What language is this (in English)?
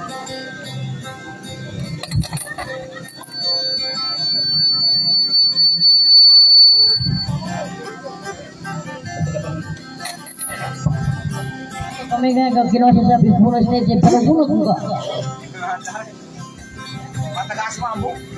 Indonesian